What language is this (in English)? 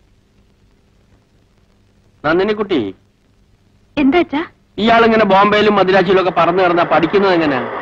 Malayalam